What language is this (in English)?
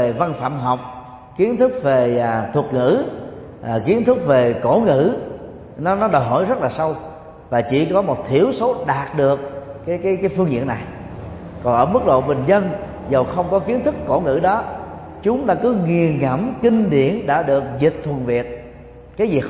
Vietnamese